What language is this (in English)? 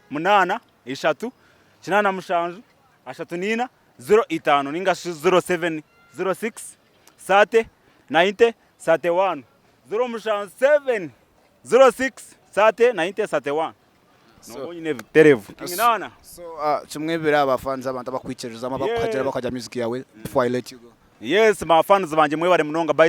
Nyankole